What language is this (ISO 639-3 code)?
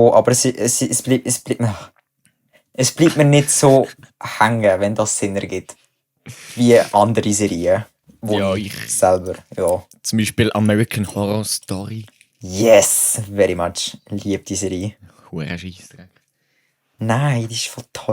gsw